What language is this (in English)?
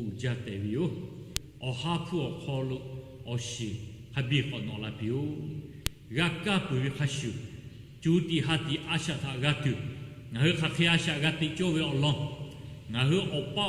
Lahu